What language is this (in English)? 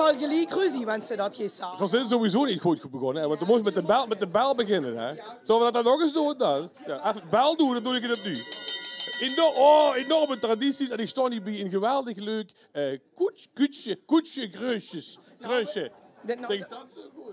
Limburgish